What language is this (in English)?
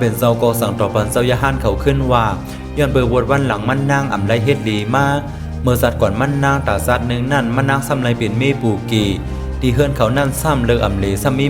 Shan